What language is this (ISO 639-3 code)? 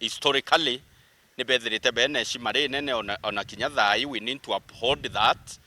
mer